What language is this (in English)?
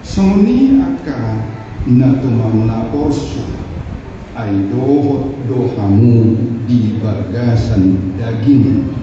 Batak Toba